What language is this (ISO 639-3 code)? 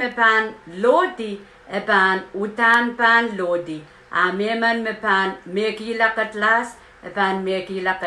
pon